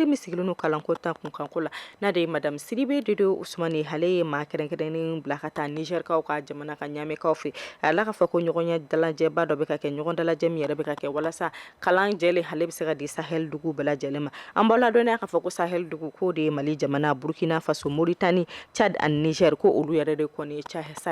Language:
Bambara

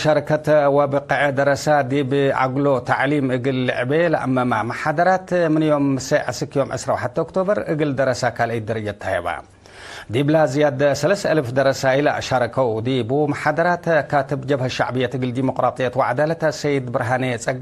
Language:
Tigre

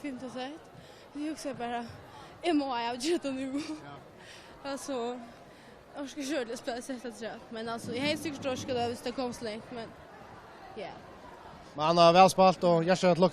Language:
Faroese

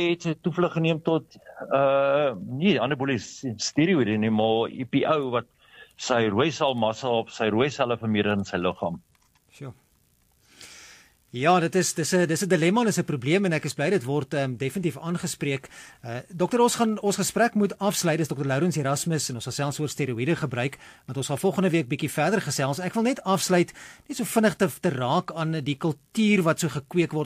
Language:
Afrikaans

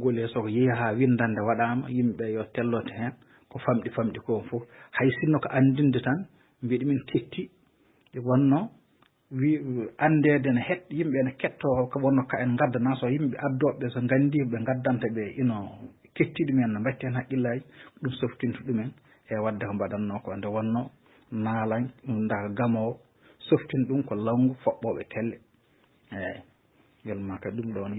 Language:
Fula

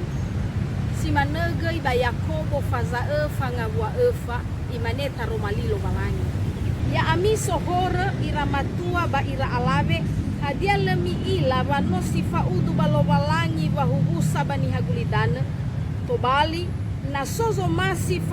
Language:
Nias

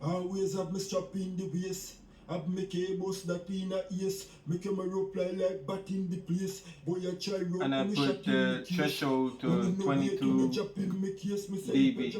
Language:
Jamaican Creole English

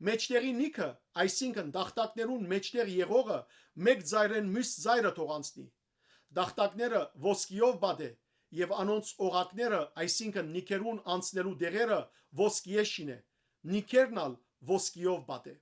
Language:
Western Armenian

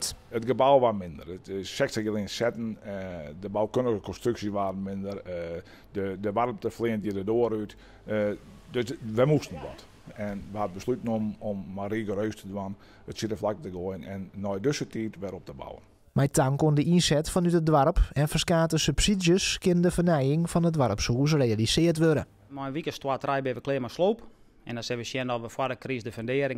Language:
Western Frisian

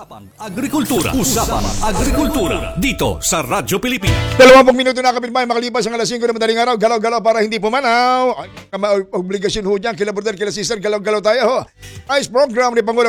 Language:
Filipino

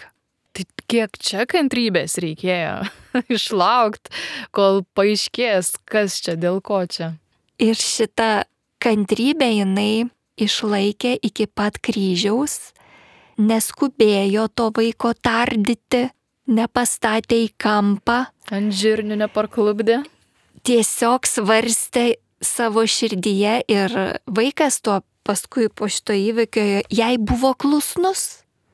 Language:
Lithuanian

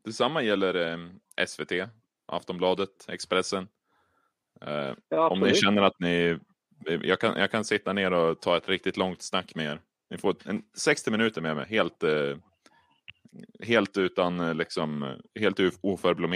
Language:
Swedish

